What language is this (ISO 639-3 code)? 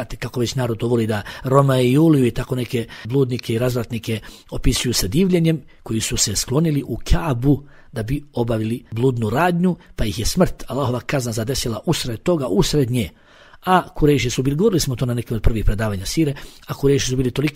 bos